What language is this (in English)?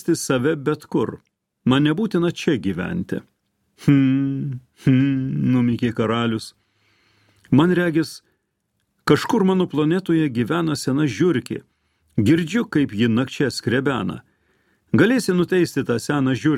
Lithuanian